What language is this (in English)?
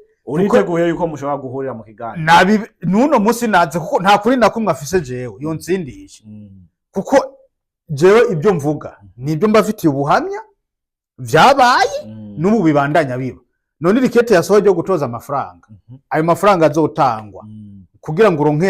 Rundi